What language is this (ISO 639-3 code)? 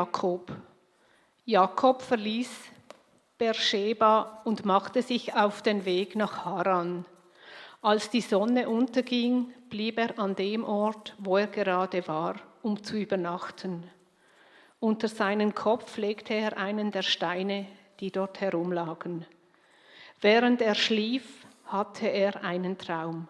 gsw